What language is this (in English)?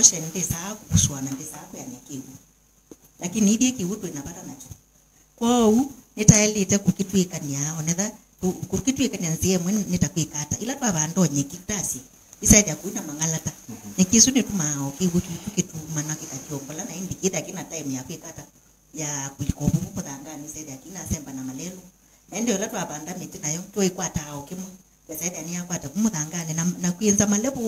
Kamba